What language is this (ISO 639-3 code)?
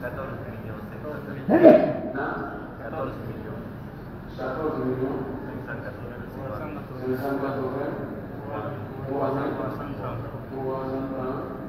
fuf